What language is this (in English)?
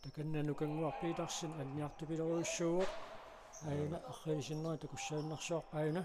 Kalaallisut